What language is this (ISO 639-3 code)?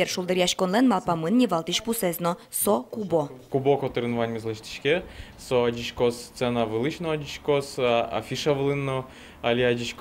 udm